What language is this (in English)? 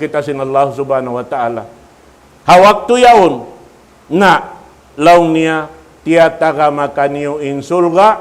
Tausug